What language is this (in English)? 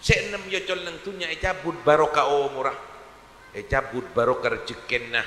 Madurese